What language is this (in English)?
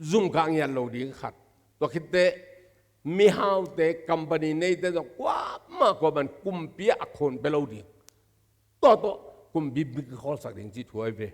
Tedim Chin